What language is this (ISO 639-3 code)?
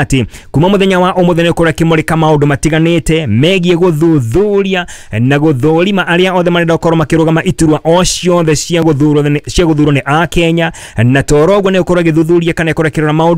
kik